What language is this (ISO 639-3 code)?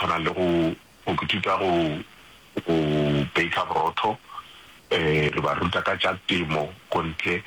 nso